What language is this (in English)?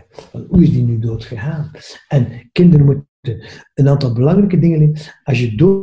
Dutch